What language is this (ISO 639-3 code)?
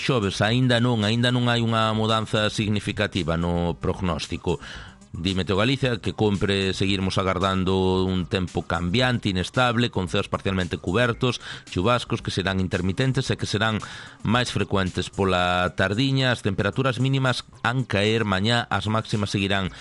glg